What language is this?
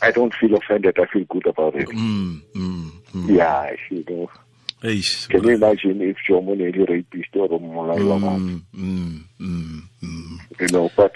Tswana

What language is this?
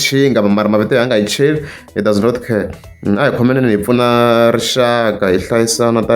Tsonga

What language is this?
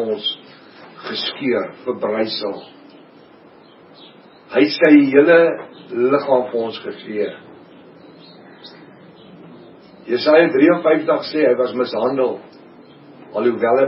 Afrikaans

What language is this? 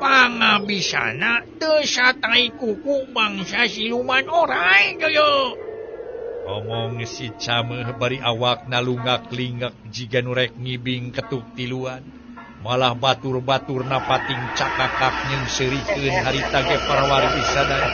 Sundanese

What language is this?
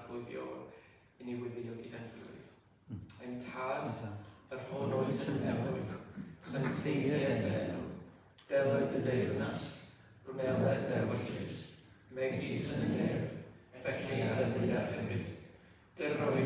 Welsh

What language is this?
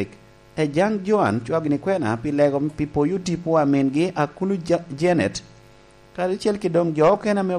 Lango (Uganda)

